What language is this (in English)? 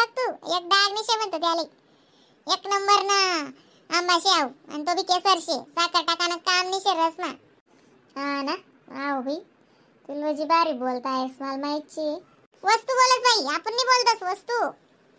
Khandesi